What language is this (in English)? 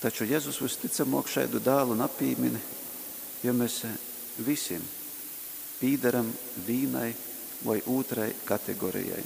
Latgalian